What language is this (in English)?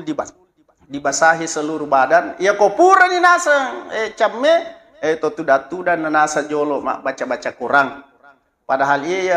Buginese